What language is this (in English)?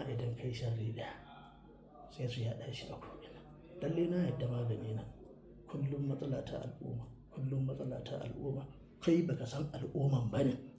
Hausa